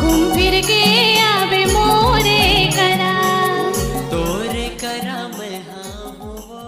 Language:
Chhattisgarhi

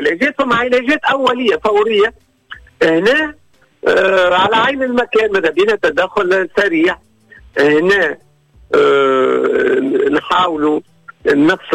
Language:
Tunisian Arabic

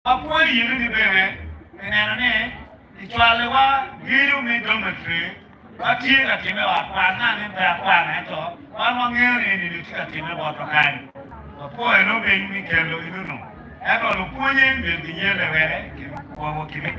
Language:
Acoli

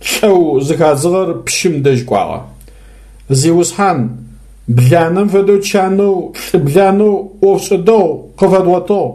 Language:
Adyghe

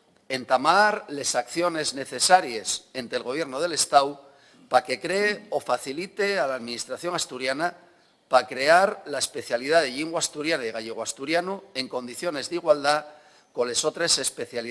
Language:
Asturian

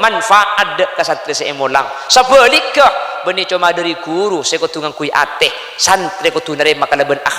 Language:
Madurese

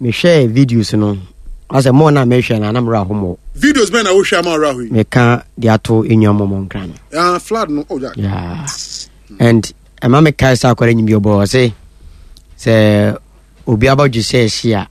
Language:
Akan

